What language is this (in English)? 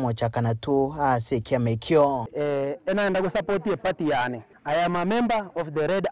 Gusii